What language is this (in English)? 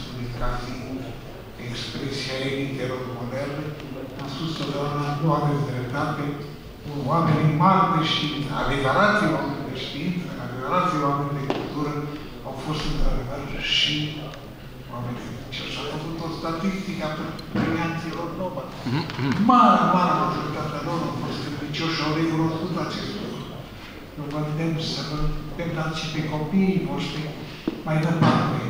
Romanian